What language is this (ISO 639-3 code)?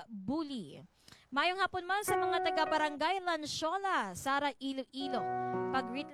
hil